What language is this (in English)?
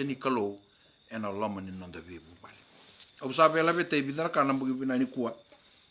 Fijian